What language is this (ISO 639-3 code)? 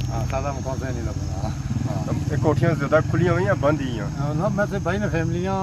phr